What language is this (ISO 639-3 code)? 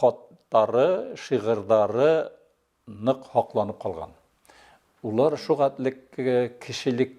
bak